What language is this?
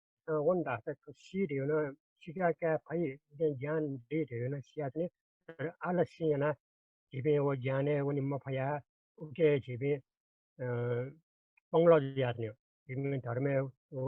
Newari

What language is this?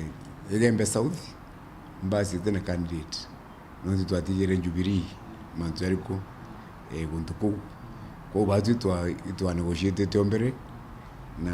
Meru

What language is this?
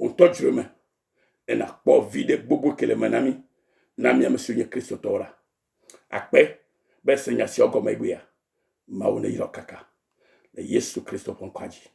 Ewe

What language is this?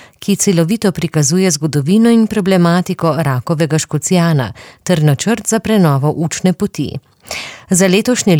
Slovenian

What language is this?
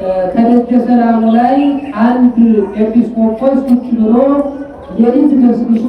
Amharic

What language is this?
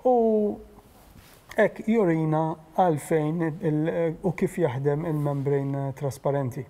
Maltese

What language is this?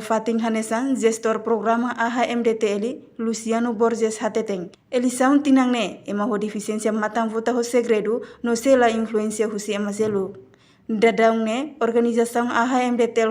Tetum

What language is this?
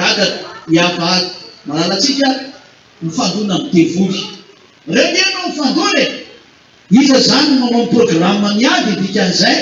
Malagasy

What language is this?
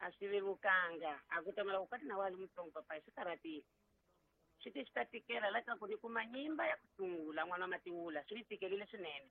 Tsonga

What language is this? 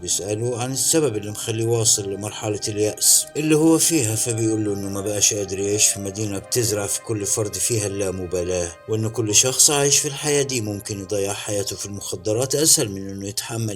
Egyptian Arabic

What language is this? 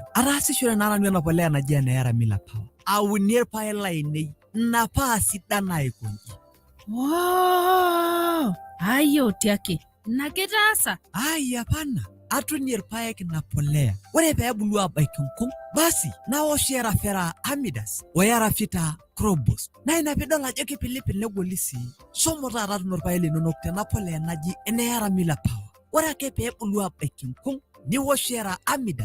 Masai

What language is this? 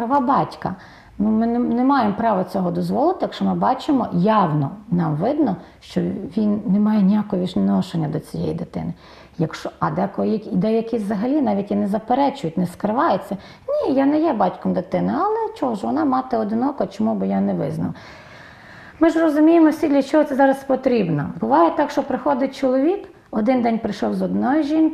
Ukrainian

